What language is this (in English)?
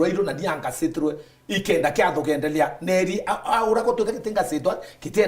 Meru